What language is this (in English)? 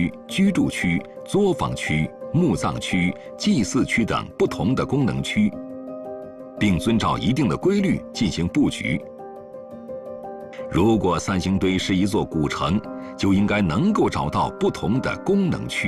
Chinese